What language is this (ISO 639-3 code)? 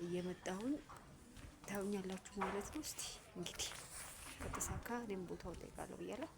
amh